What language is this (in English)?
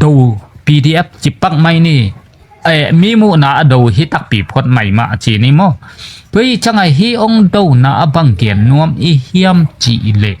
Tedim Chin